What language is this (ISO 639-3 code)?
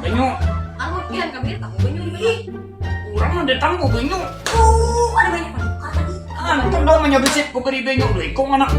bjn